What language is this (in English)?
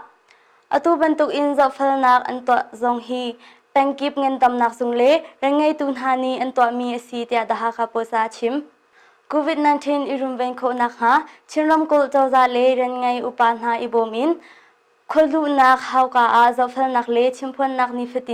Hakha Chin